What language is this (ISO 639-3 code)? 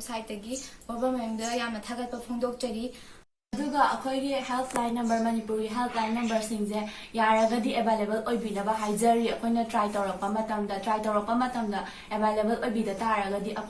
mni